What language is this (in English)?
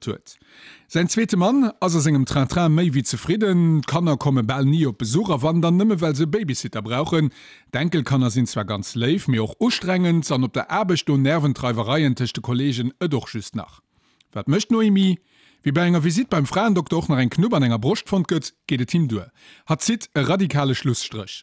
Luxembourgish